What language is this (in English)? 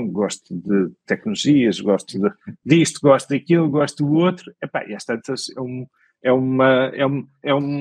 Portuguese